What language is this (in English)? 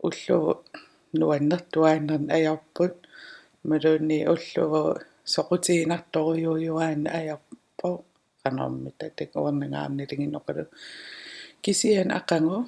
Kalaallisut